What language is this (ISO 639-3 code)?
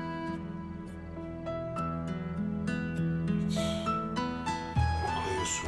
tur